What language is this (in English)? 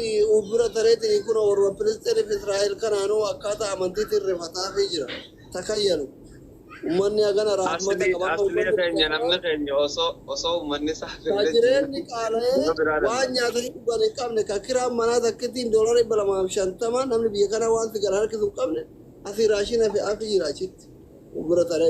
Oromo